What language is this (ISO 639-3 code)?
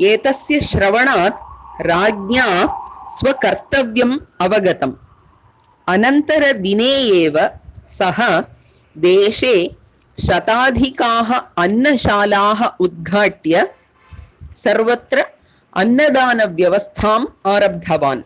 san